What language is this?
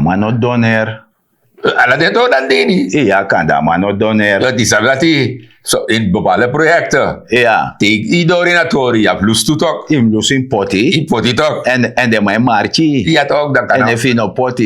Sranan Tongo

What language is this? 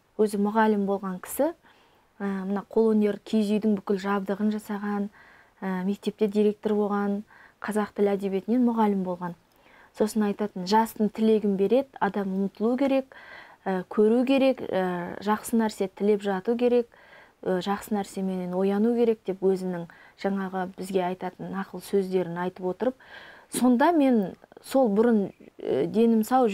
Kazakh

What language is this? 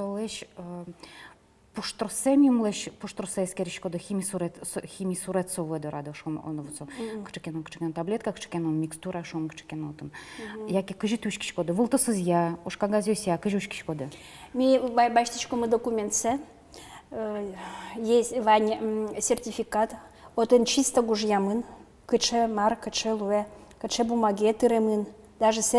Udmurt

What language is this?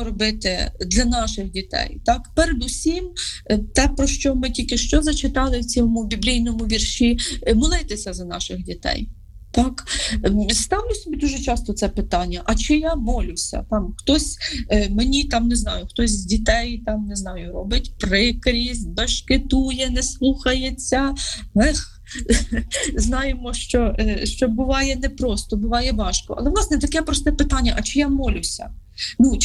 Ukrainian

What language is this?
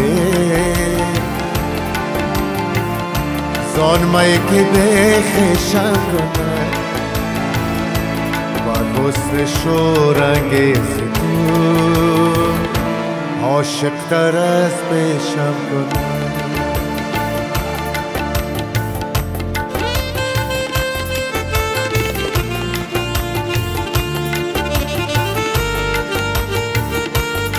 Persian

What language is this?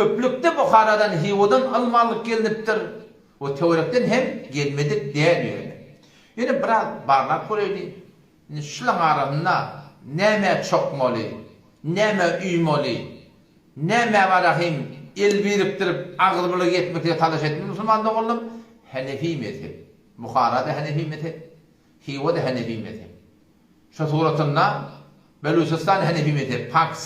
Turkmen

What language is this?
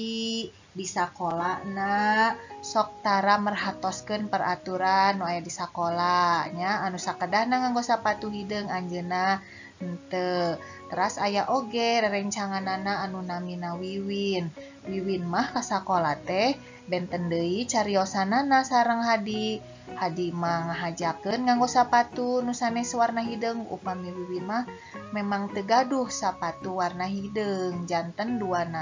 Sundanese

